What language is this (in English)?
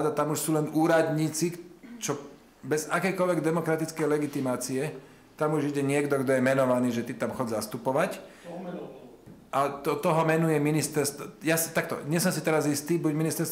Slovak